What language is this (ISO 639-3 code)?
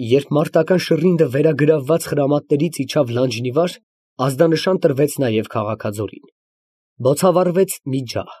hye